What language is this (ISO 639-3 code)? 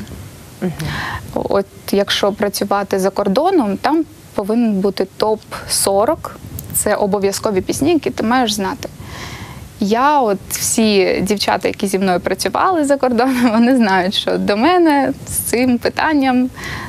ukr